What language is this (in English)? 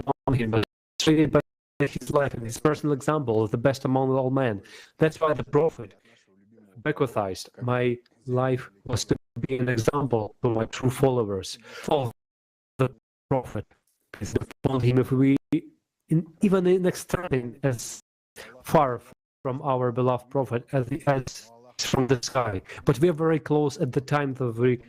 Nyanja